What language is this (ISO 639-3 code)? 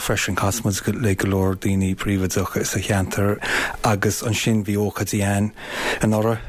gle